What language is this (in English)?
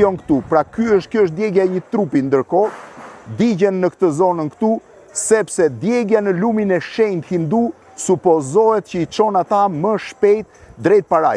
Albanian